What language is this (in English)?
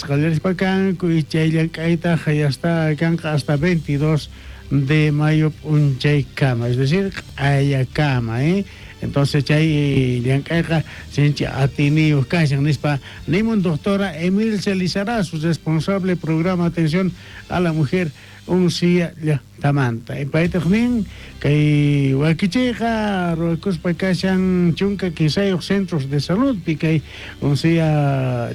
South Bolivian Quechua